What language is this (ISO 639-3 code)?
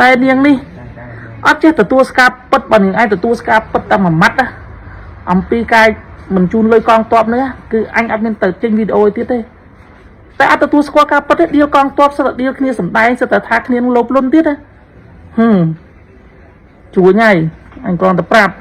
khm